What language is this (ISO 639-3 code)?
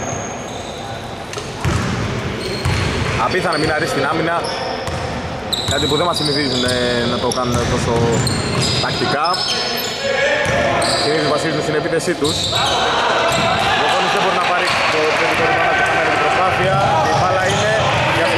ell